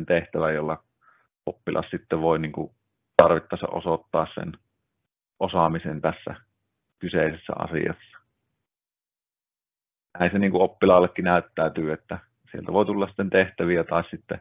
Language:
Finnish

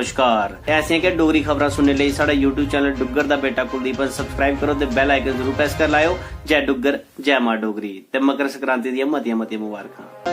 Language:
Dogri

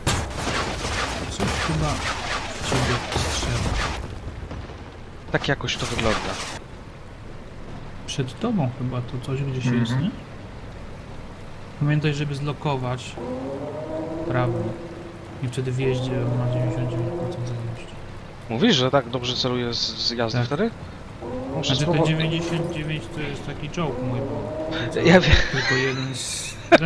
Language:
Polish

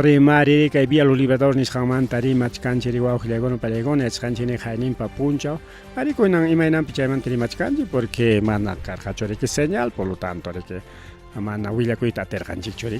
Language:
Ayacucho Quechua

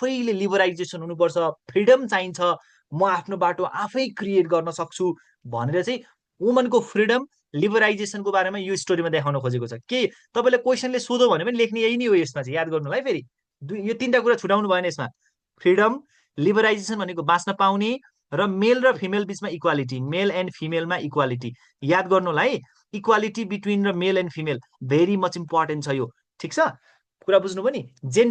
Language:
Nepali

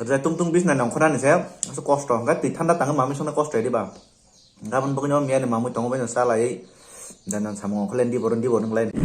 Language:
Kok Borok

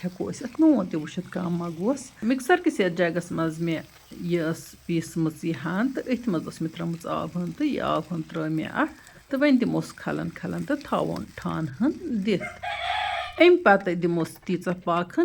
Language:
Kashmiri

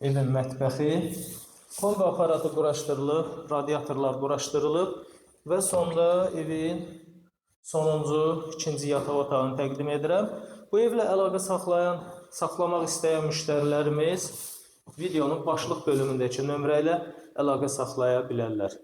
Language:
Azerbaijani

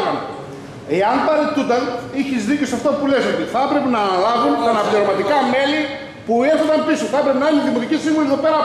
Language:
Greek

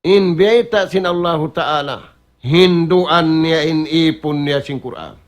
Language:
Tausug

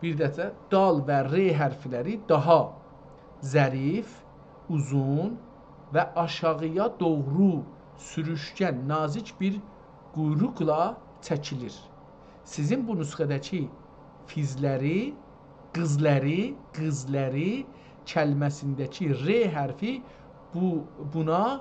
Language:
South Azerbaijani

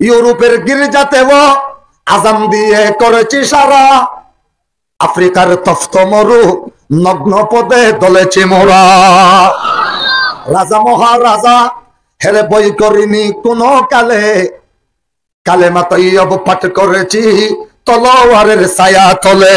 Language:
Rohingya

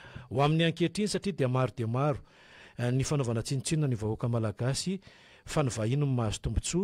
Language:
Malagasy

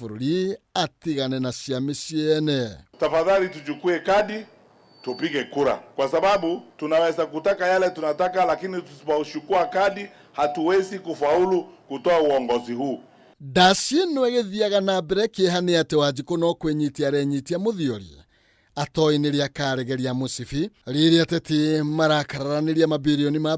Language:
Kikuyu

